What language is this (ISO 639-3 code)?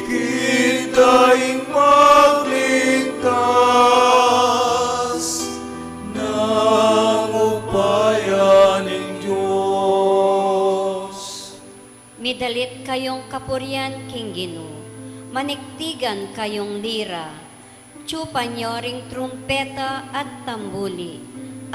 pam